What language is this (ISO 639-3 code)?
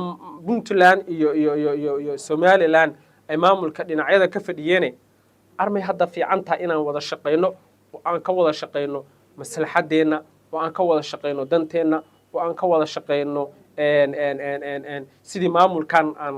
som